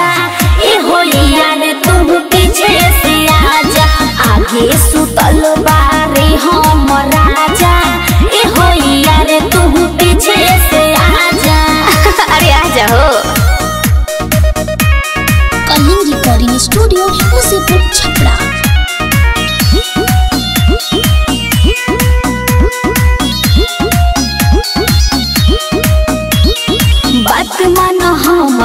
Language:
Bhojpuri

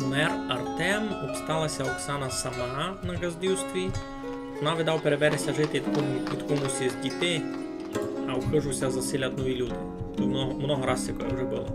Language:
Rusyn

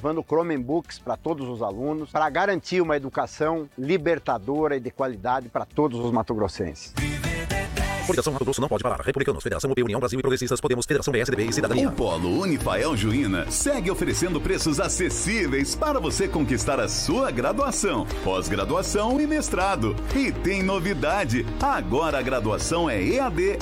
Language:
Portuguese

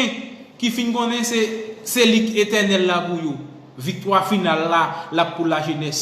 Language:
Haitian Creole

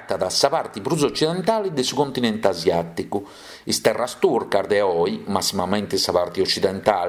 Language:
Sardinian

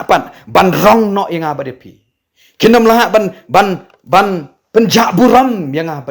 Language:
Khasi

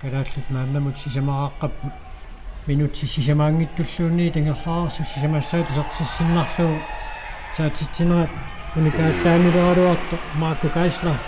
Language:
Kalaallisut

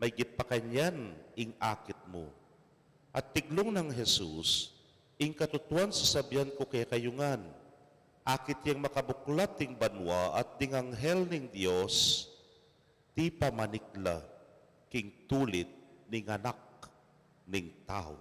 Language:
Pampanga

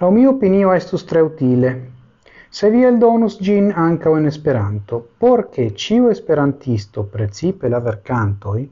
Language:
Esperanto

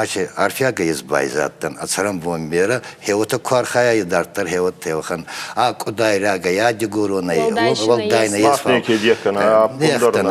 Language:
Ossetic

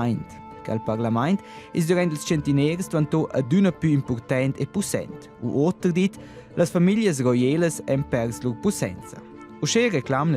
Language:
Romansh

